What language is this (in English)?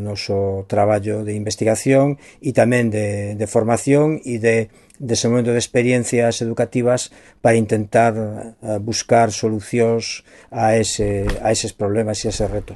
Galician